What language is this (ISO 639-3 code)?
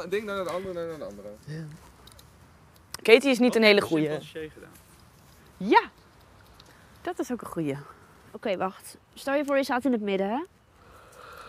nld